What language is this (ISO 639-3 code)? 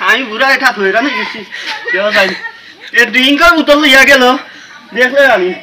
syl